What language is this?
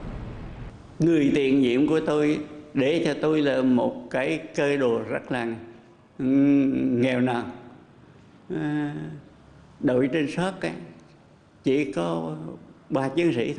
Vietnamese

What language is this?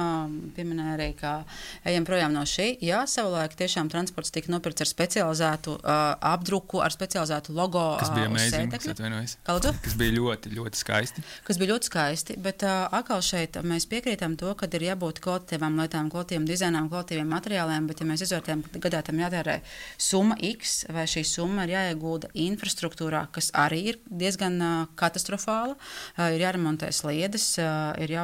Latvian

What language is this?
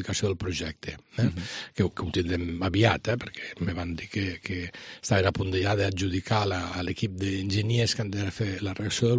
Catalan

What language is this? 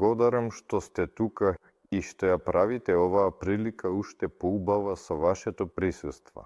Macedonian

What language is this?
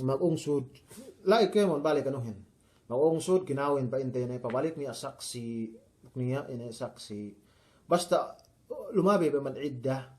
Yakan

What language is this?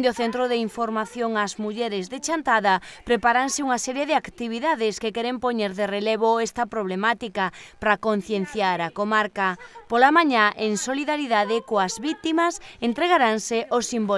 Galician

